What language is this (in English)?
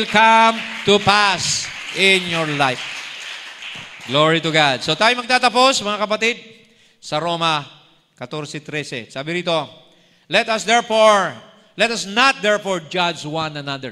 Filipino